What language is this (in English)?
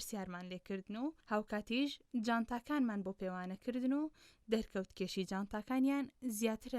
Central Kurdish